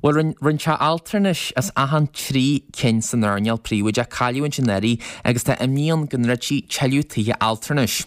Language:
Irish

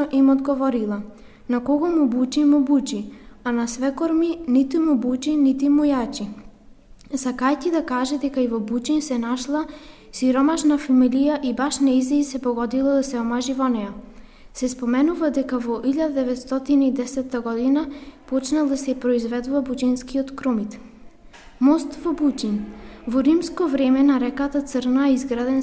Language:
Macedonian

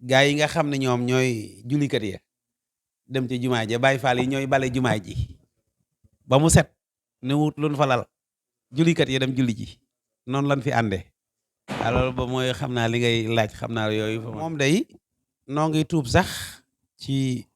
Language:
Wolof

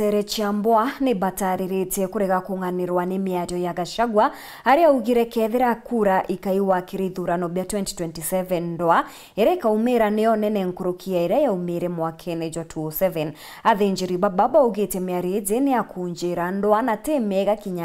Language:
Meru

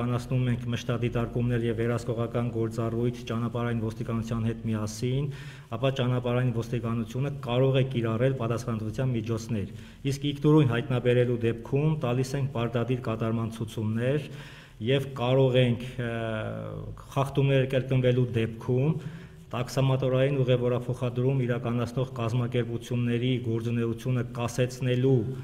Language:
Armenian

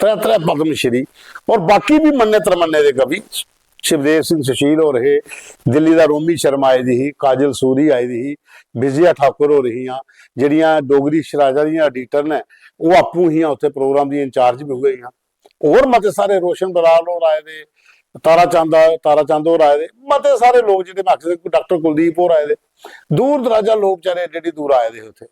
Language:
Dogri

